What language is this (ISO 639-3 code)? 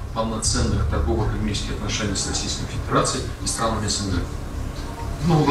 ron